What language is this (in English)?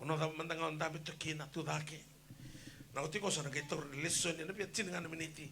Fijian